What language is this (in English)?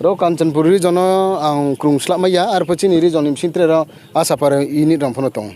Riang (India)